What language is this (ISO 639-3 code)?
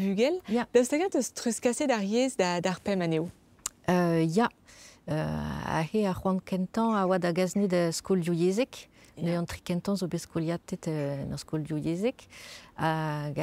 bre